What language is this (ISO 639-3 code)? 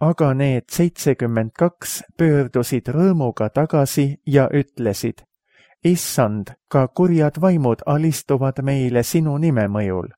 est